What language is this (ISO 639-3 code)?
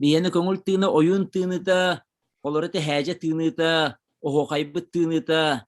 sah